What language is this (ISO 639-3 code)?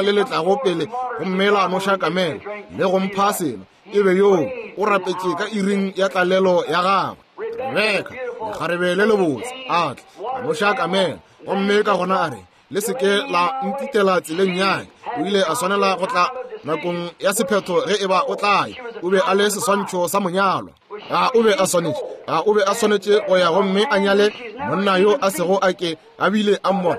nso